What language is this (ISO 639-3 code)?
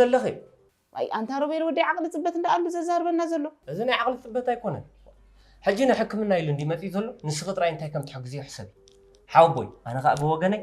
tir